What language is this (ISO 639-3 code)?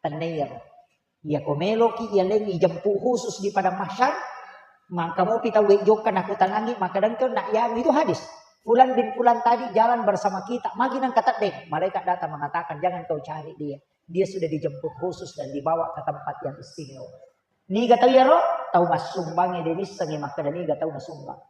bug